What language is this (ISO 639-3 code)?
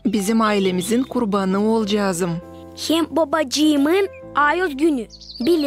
gag